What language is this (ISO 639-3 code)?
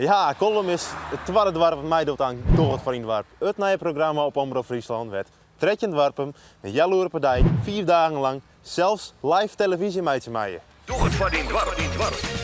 fry